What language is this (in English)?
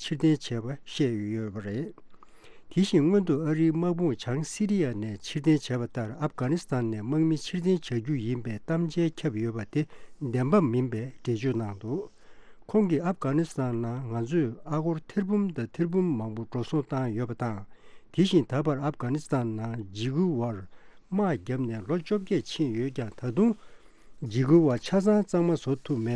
Tibetan